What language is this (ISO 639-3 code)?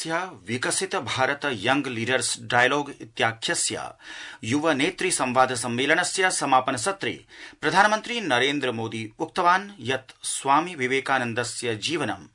san